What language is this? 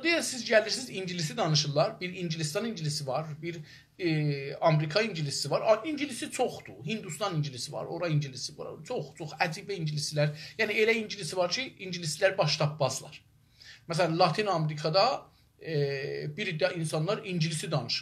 South Azerbaijani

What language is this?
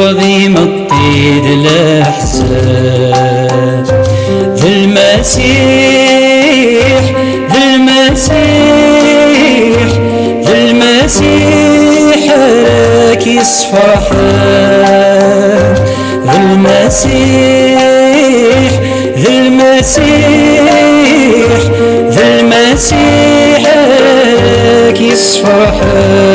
Kabyle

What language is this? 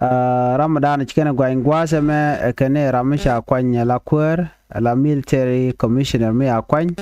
Nuer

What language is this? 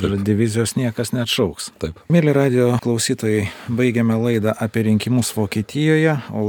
Lithuanian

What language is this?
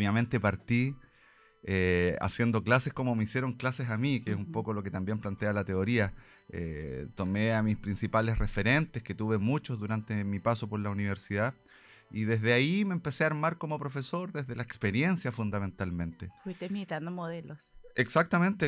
Spanish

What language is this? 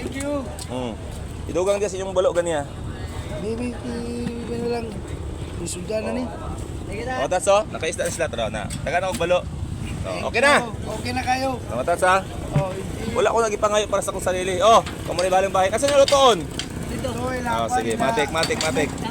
Cebuano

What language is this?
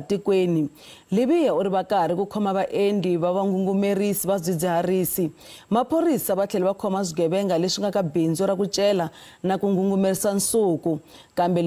Tsonga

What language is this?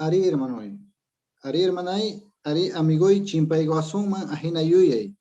Quechua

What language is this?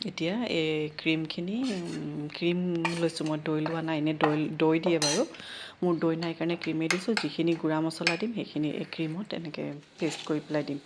Assamese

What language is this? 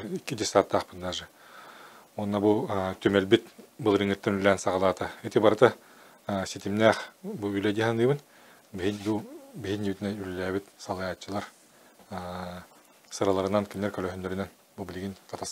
Yakut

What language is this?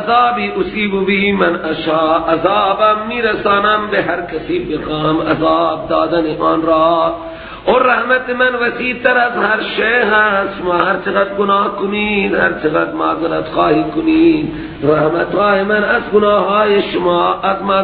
Persian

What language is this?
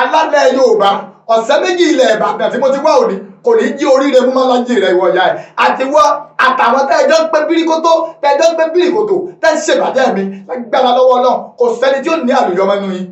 Yoruba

